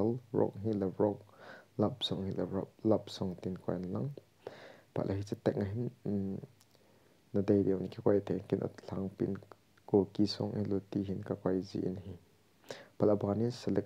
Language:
Thado Chin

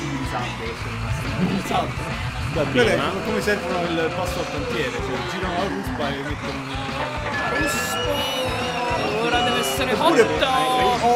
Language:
Italian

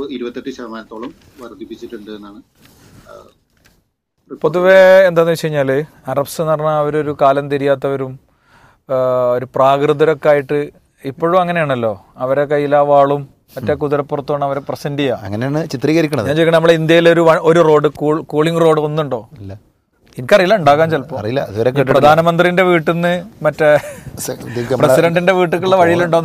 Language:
Malayalam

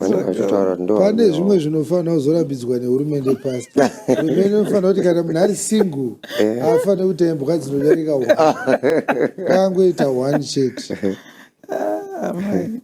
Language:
Shona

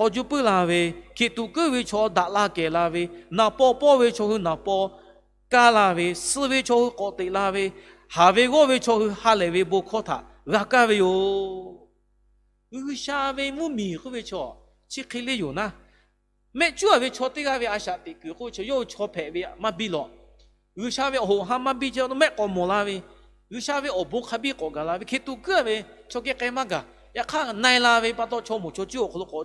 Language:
Lahu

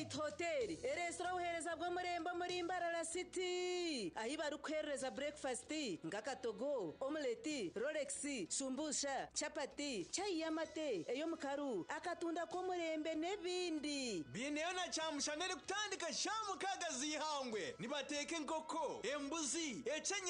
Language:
Nyankole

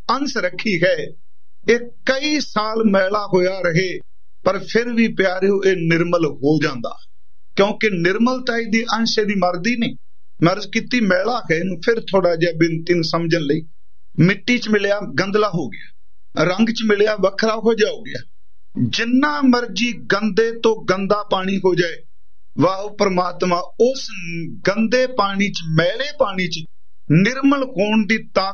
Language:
Punjabi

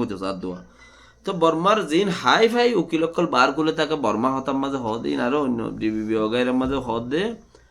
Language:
Rohingya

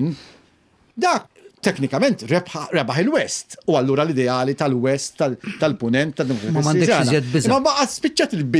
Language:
Maltese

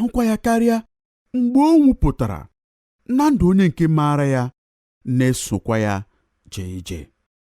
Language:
Igbo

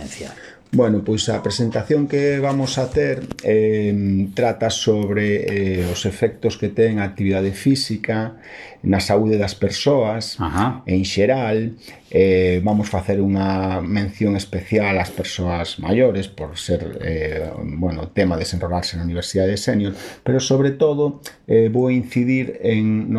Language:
Galician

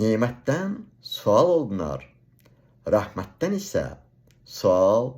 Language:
Azerbaijani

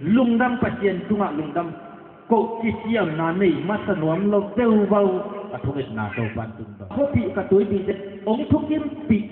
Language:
Tedim Chin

